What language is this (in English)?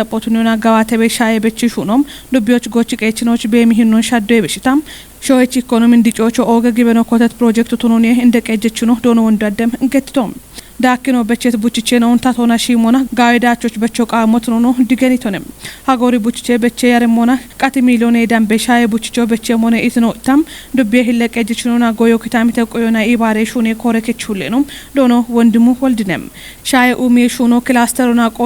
Kafa